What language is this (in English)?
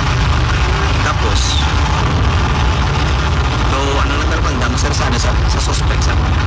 Filipino